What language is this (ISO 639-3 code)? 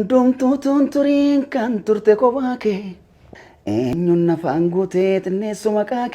orm